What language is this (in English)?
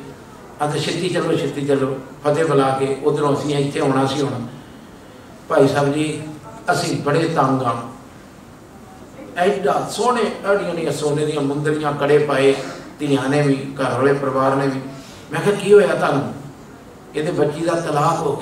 Punjabi